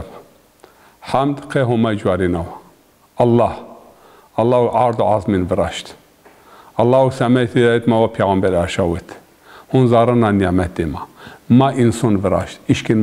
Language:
Zaza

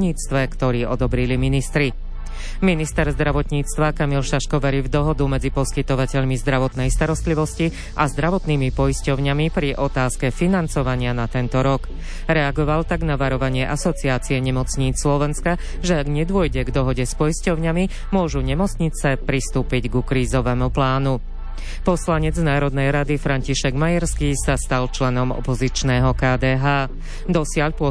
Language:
Slovak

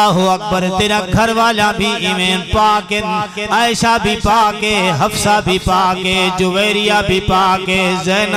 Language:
Urdu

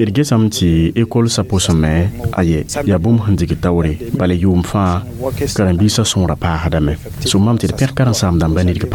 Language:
Mossi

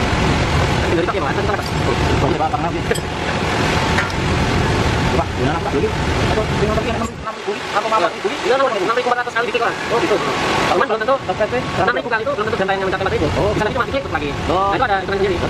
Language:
Indonesian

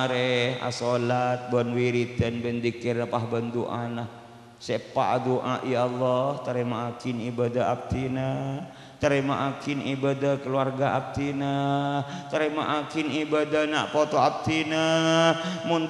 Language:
Madurese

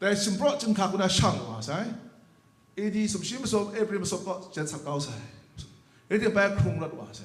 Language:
Kachin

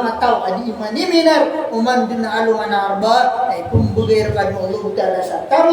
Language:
Maranao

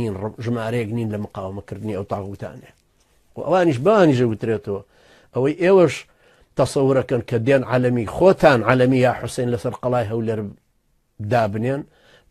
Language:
Central Kurdish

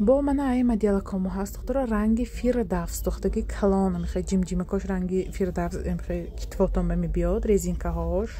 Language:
Tajik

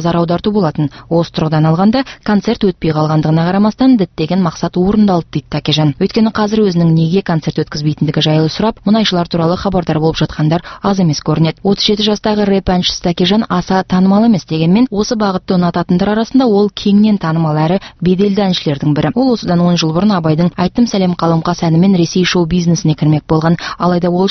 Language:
Kazakh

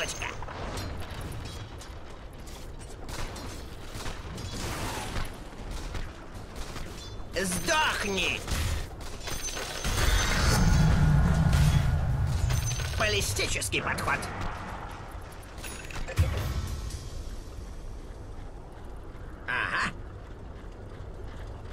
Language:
Russian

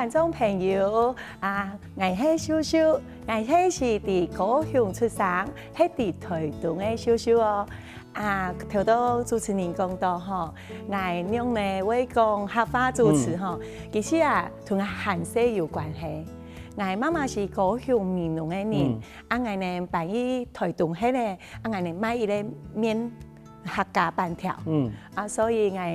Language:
Hakka Chinese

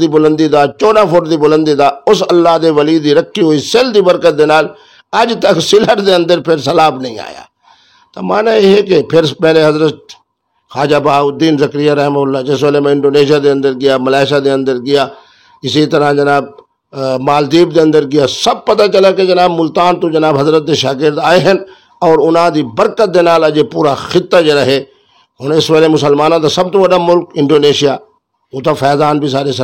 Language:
Saraiki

